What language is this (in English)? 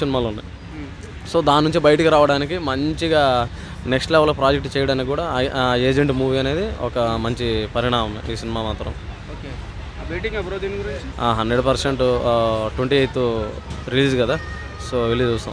Telugu